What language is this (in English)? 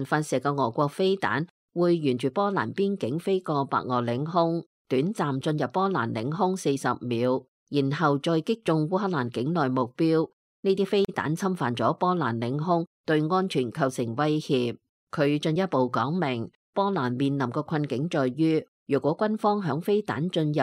Cantonese